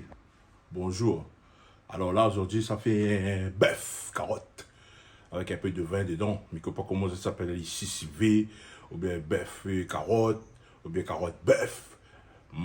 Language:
Réunion Creole French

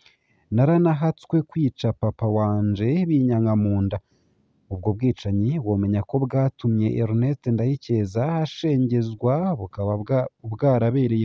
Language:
Rundi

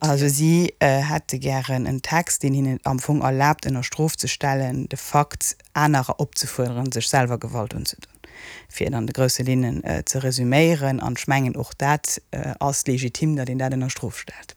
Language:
Luxembourgish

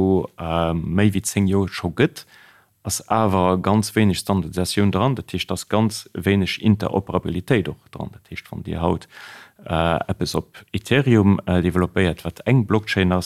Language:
Luxembourgish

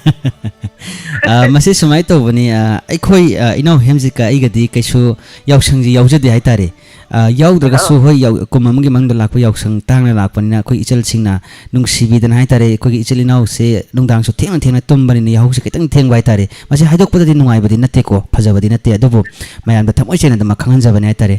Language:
Manipuri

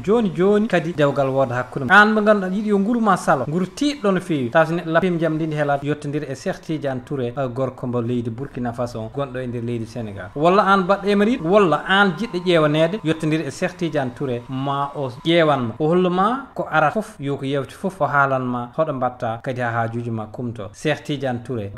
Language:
Fula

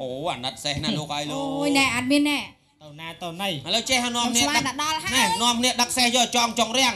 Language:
Khmer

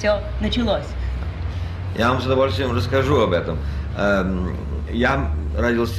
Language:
Russian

